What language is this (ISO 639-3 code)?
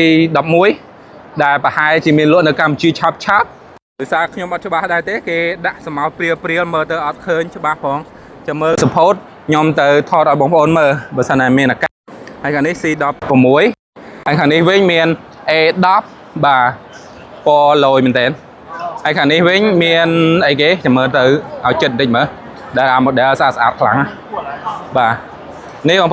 khm